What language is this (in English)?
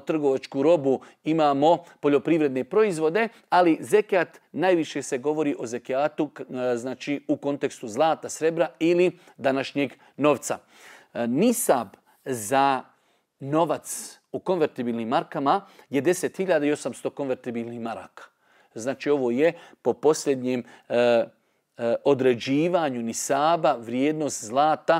Bosnian